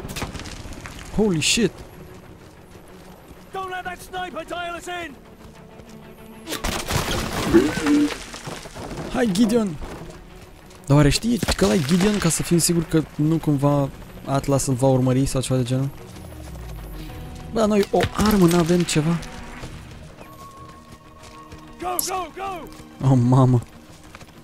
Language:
Romanian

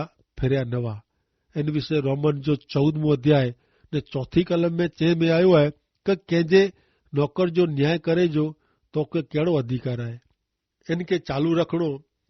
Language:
Kachhi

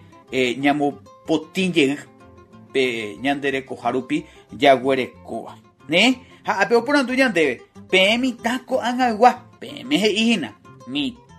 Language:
Guarani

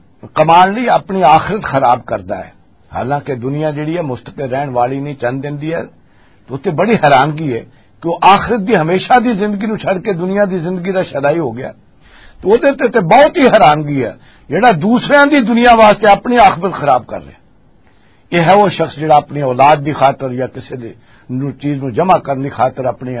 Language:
Western Panjabi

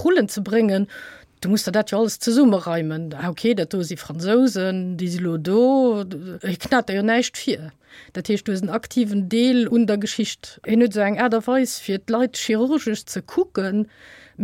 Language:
Luxembourgish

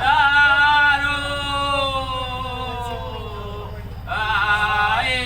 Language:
Minangkabau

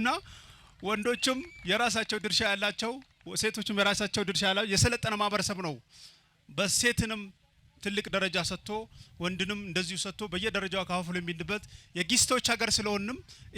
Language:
Amharic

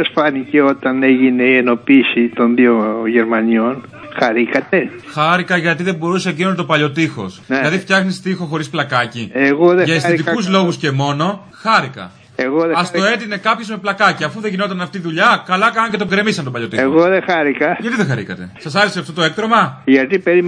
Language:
Greek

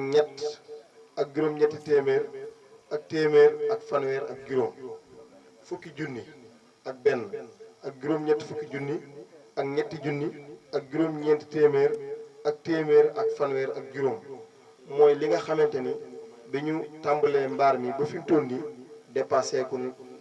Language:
Wolof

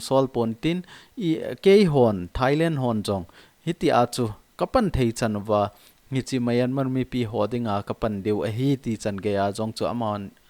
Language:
Thado Chin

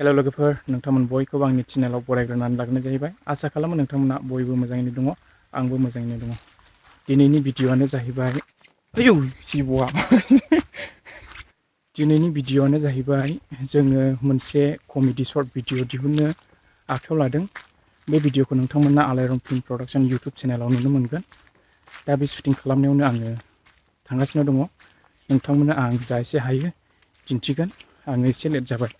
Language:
Bodo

